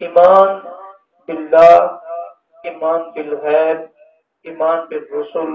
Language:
Saraiki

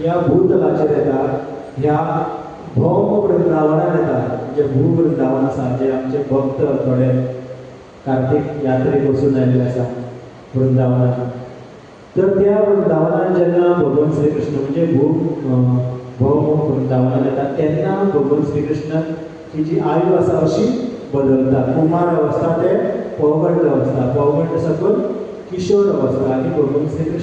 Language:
Konkani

